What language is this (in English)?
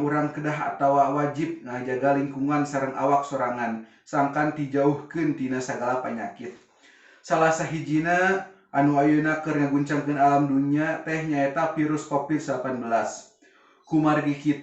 Sundanese